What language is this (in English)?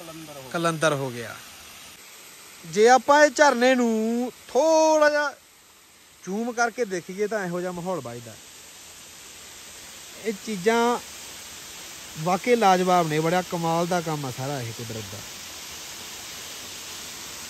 Punjabi